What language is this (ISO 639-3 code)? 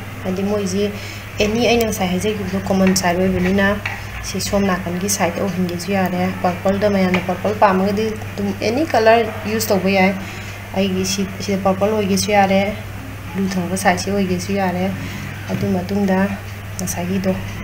mni